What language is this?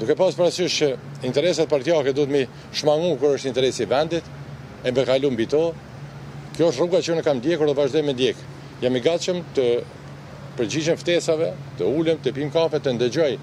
Albanian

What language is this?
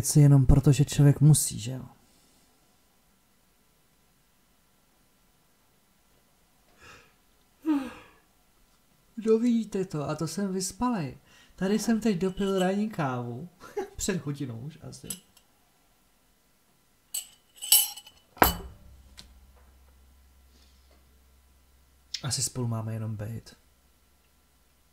Czech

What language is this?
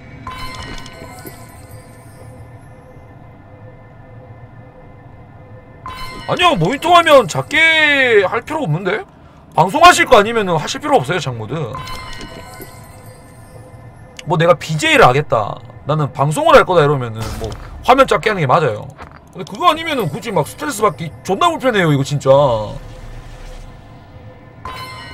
Korean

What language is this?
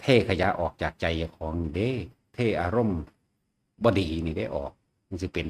Northeastern Thai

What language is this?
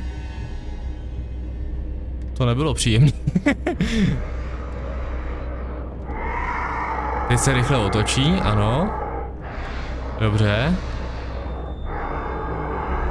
Czech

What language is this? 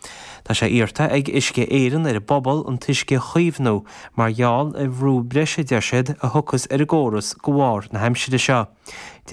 Irish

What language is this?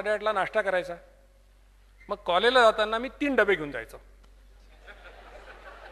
Marathi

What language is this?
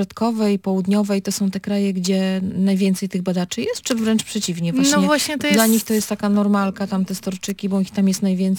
Polish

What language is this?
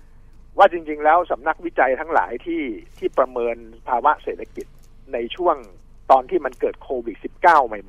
Thai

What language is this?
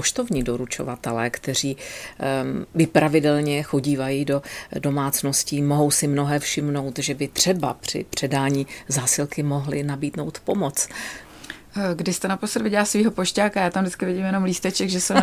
Czech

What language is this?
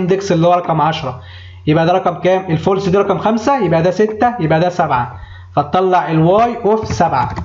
Egyptian Arabic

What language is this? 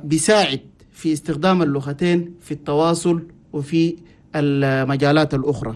Chadian Arabic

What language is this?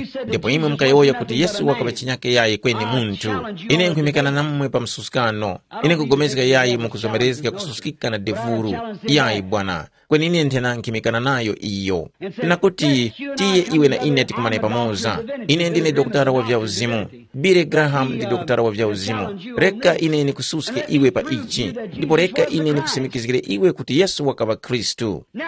Tumbuka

